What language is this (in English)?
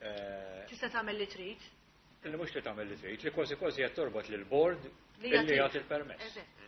Maltese